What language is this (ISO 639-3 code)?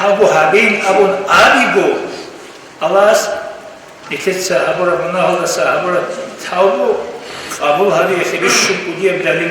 ava